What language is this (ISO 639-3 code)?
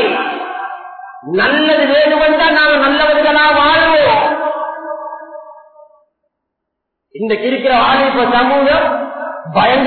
tam